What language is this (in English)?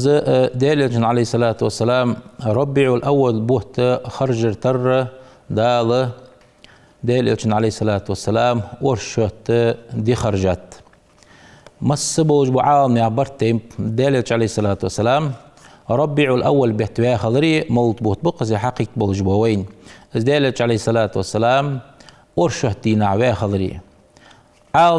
Ingush